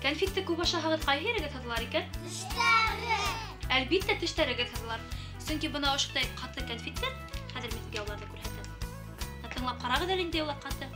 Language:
Bashkir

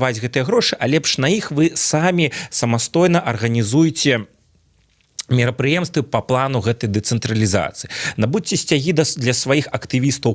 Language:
Belarusian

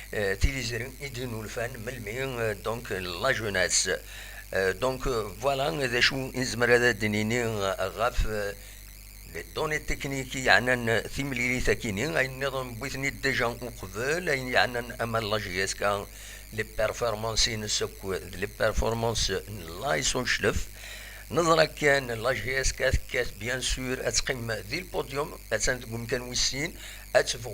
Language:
Kabyle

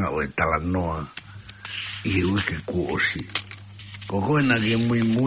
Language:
Tongan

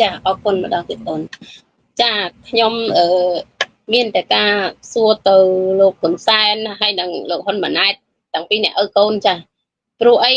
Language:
Khmer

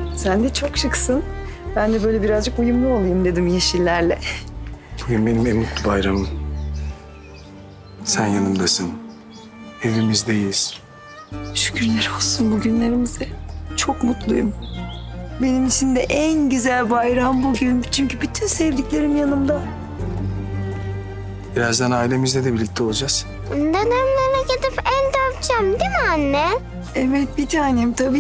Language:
Turkish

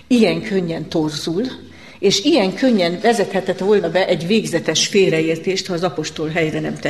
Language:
Hungarian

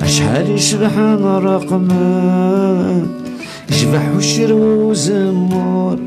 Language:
Kabyle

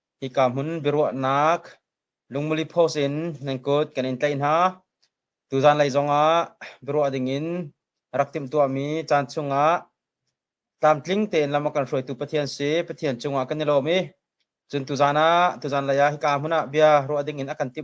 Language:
Hakha Chin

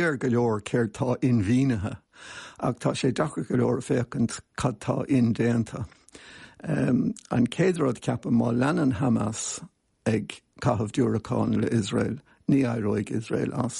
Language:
Irish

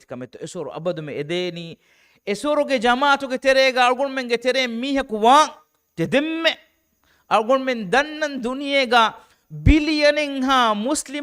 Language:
Divehi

